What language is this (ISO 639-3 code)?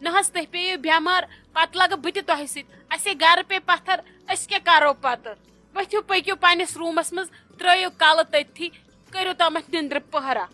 kas